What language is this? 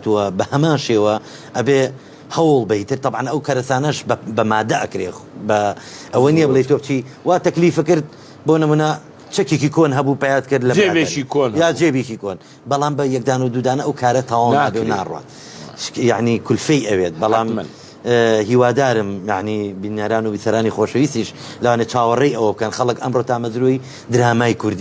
Central Kurdish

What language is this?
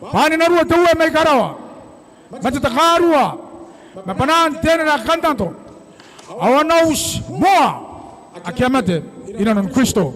Gilbertese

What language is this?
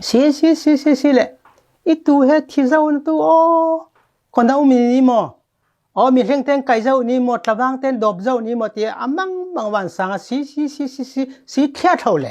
Falam Chin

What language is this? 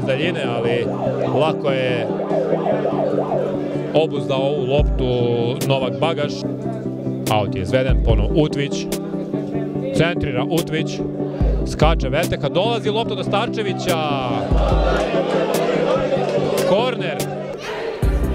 Serbian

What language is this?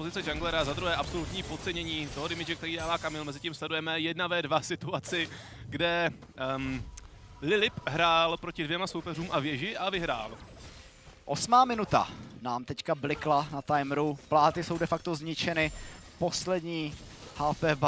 Czech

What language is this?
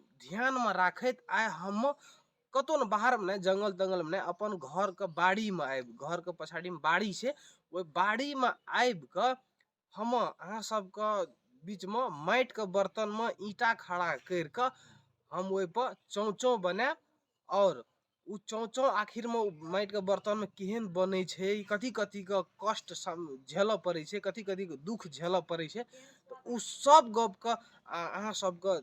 Maithili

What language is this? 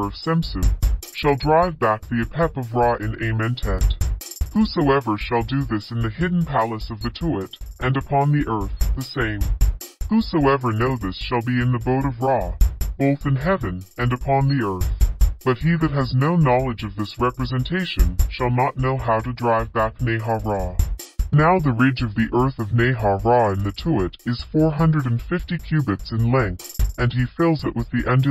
English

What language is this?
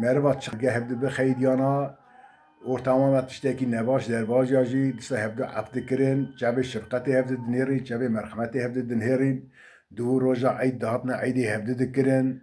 Kurdish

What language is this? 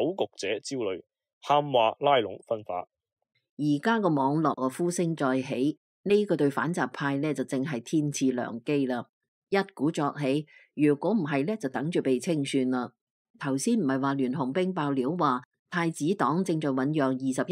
Cantonese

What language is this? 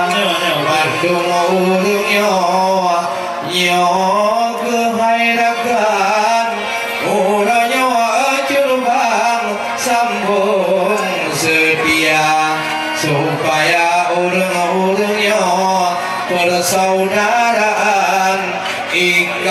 Achinese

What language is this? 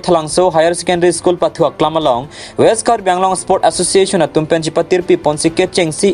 Karbi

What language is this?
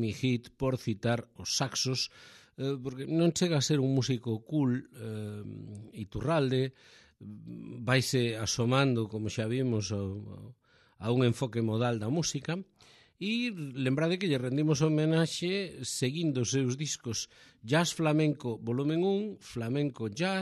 Galician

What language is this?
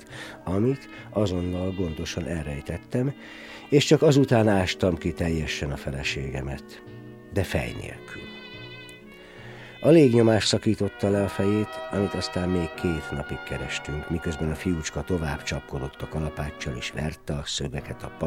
Hungarian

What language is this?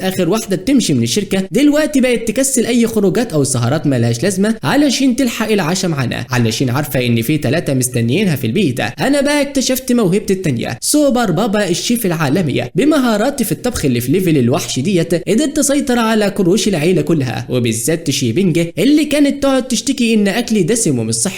Egyptian Arabic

